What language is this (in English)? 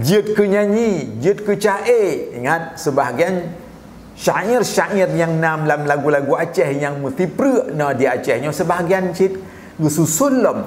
Achinese